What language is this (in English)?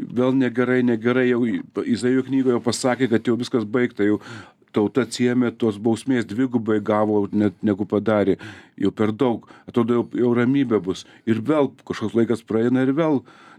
Lithuanian